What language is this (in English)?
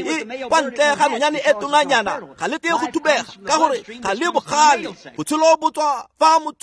Tswana